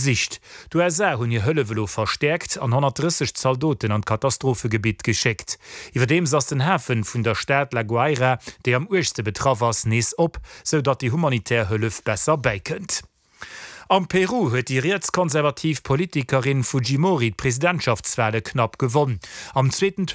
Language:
Luxembourgish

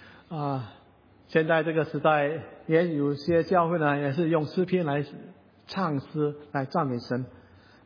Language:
Chinese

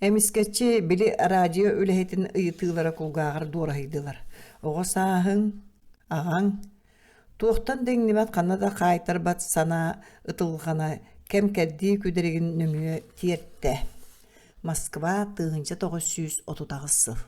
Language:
Yakut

